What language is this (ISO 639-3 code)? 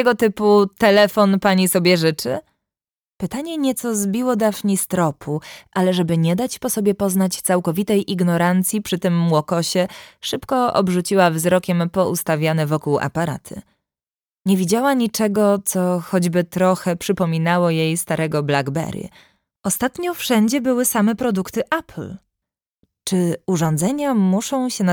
pol